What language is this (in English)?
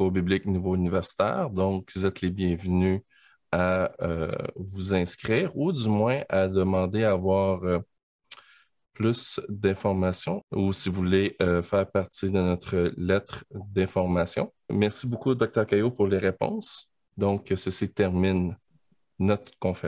French